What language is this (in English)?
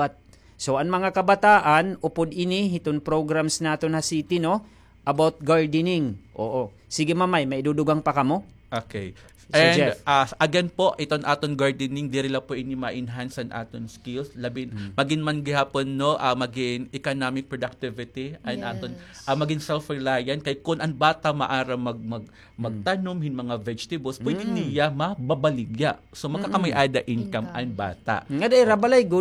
Waray